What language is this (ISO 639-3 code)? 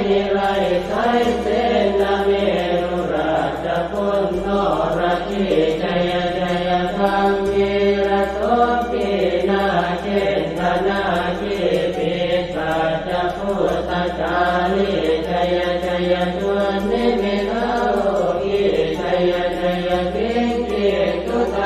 pli